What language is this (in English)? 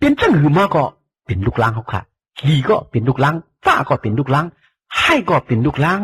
Shan